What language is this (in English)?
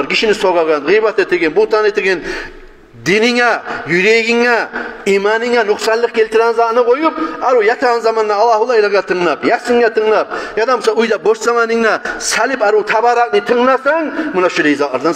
Kumyk